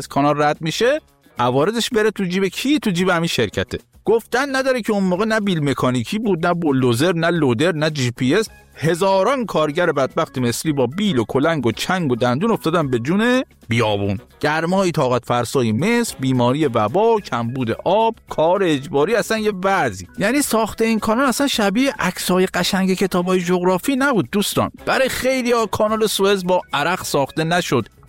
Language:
Persian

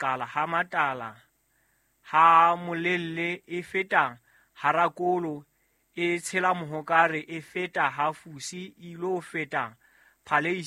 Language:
Southern Sotho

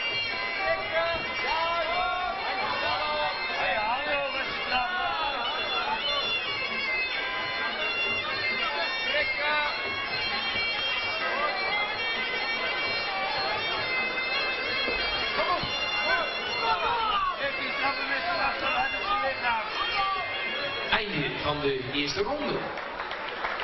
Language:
Dutch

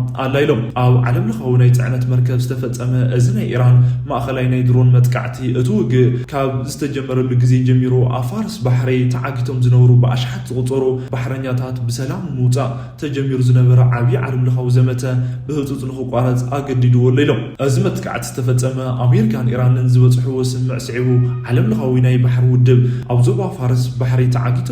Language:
Tigrinya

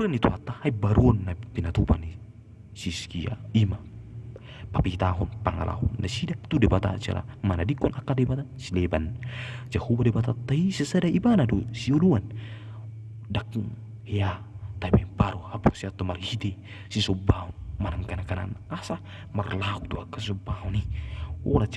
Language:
Batak Toba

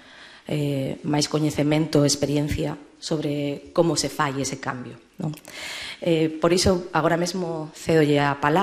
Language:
Galician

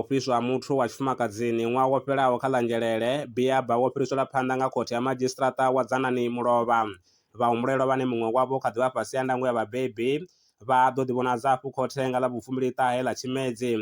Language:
Venda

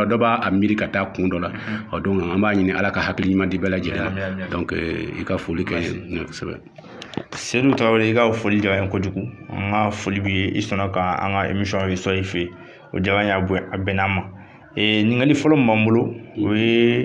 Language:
Bambara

